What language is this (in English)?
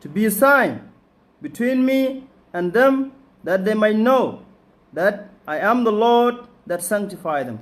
Nuer